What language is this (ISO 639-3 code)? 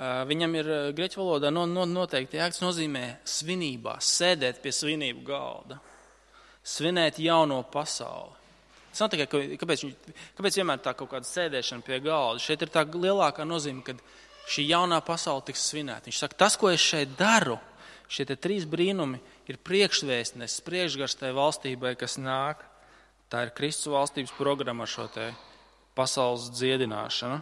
lav